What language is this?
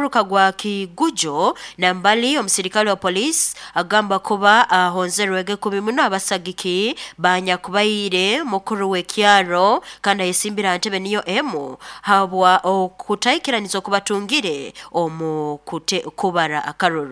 Nyoro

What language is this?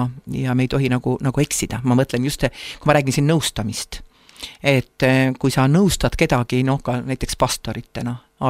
Estonian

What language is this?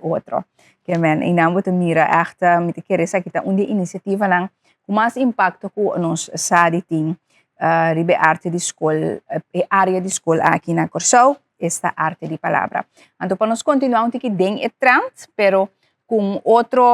Papiamento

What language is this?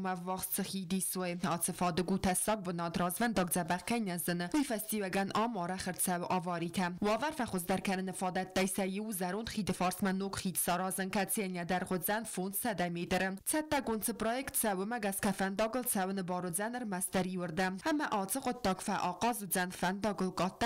Ossetic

